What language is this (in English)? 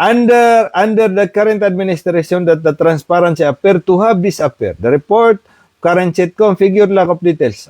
Maranao